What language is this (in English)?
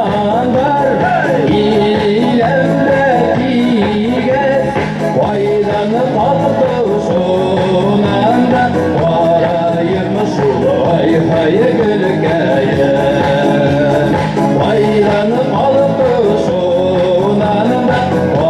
Bashkir